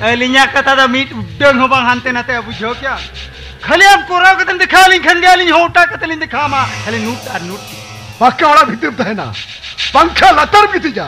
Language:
Santali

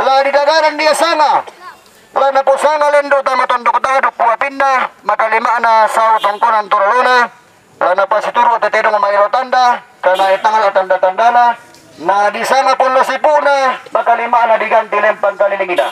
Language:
Toraja-Sa'dan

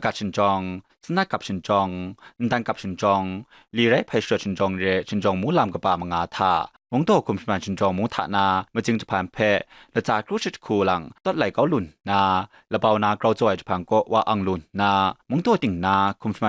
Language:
Kachin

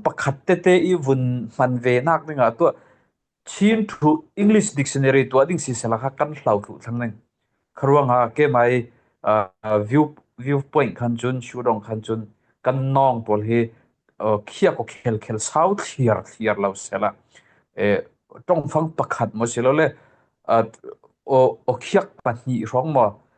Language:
Falam Chin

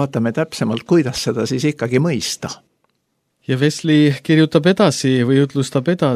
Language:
Estonian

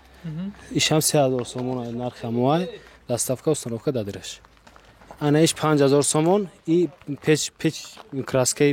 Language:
Tajik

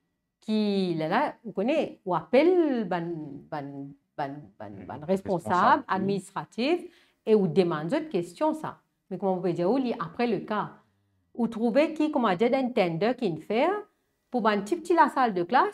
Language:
Morisyen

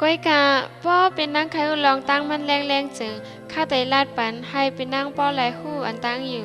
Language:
Shan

